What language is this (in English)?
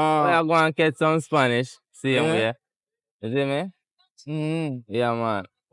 Jamaican Creole English